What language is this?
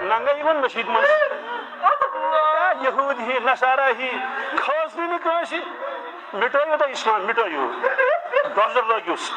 Kashmiri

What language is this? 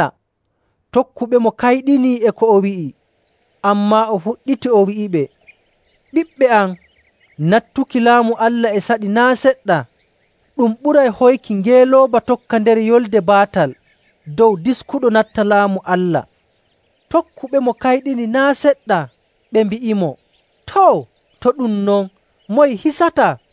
Nigerian Fulfulde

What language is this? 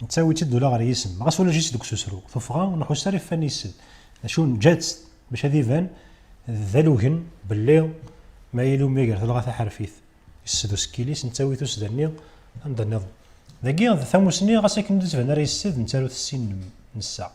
Kabyle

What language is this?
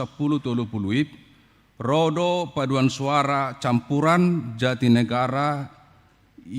Batak Toba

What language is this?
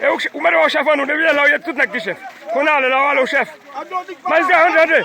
Haitian Creole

